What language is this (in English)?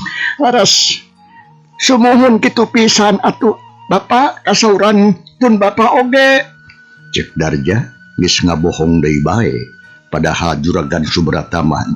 Sundanese